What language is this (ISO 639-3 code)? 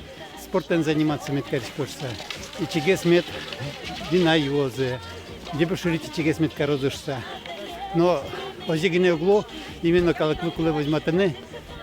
udm